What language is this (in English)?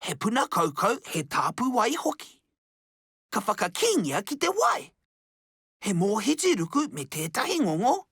Māori